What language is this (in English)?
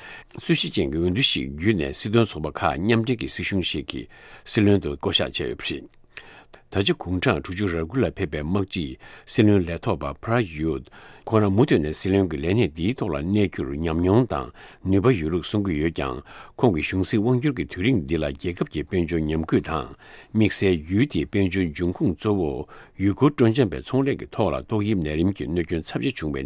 Tibetan